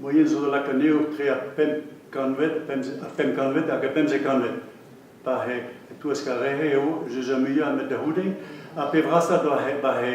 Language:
Breton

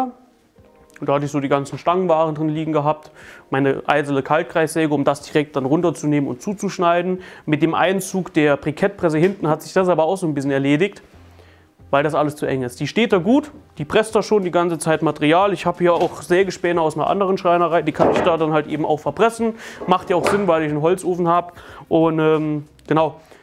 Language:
German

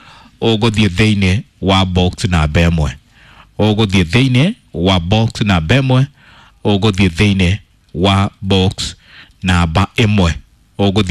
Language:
Kikuyu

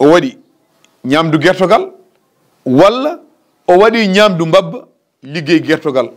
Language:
Fula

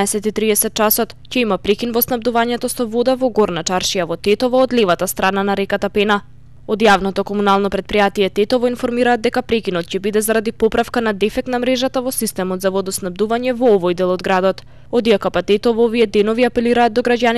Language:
Macedonian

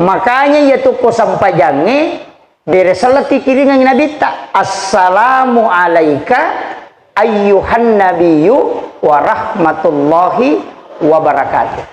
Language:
Buginese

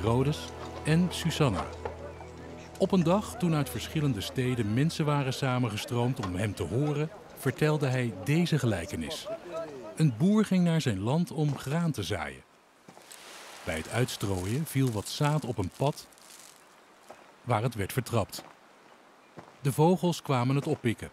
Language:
Dutch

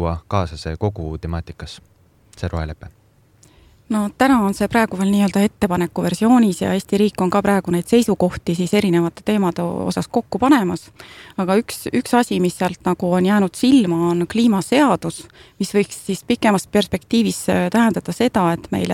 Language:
Estonian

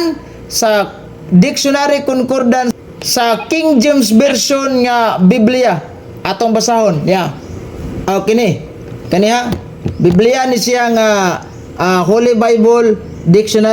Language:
Cebuano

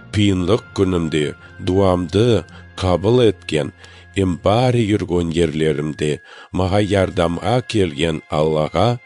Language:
Kazakh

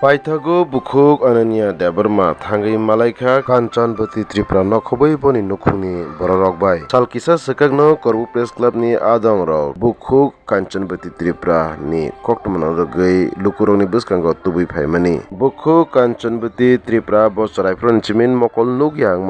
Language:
Kok Borok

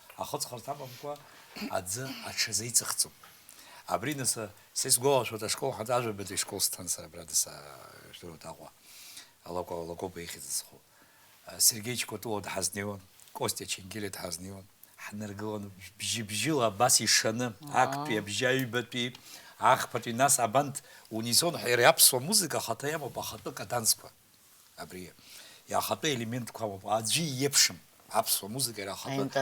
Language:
Abkhazian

